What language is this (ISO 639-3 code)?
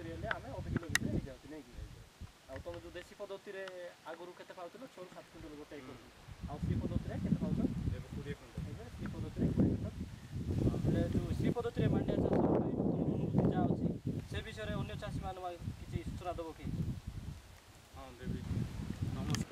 ori